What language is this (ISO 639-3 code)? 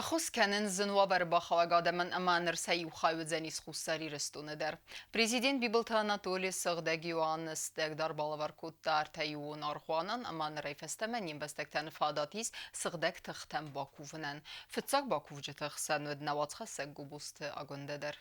oss